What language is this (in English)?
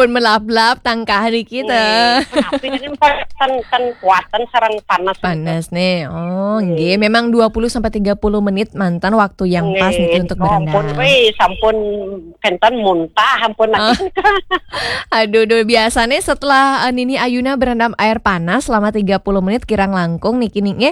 Balinese